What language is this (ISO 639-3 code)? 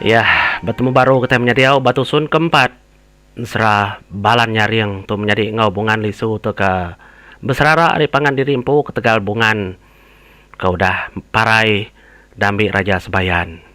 iba